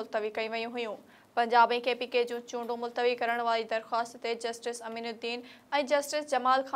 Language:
Sindhi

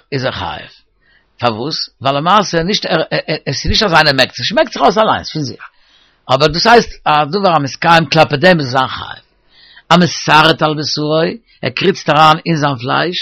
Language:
Yiddish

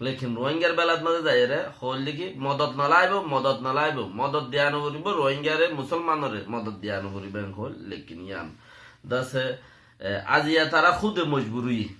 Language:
Rohingya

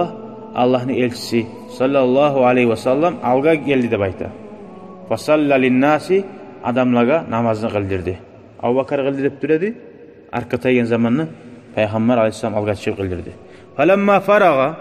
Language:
Kumyk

